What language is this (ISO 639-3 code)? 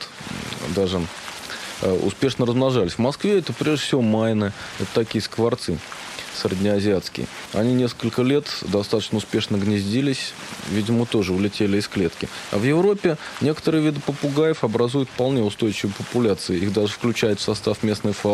rus